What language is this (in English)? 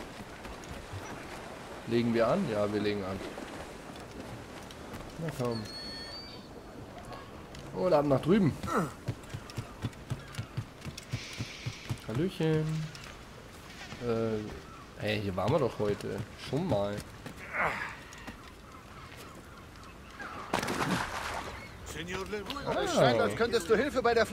German